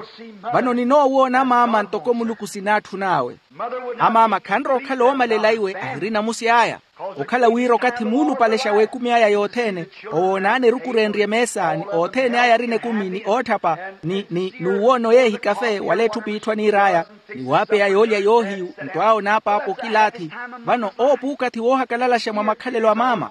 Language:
Makhuwa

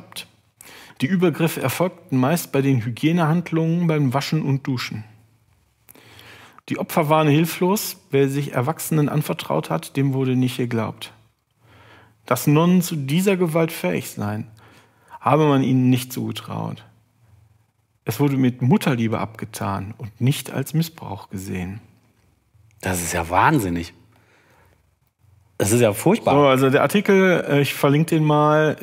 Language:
German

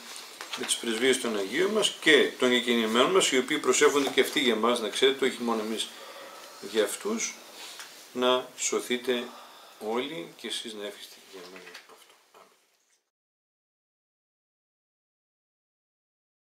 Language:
Greek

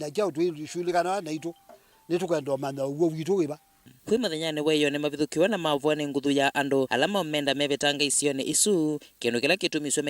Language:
Kamba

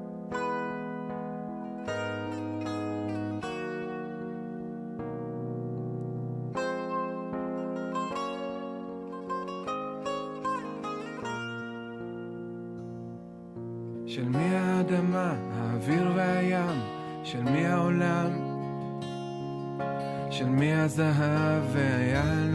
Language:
Hebrew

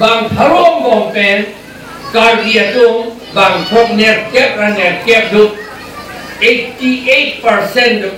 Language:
Karbi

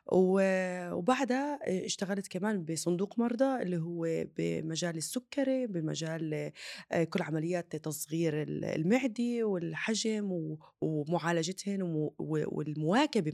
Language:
North Levantine Arabic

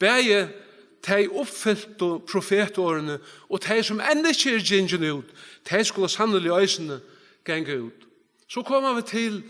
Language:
Faroese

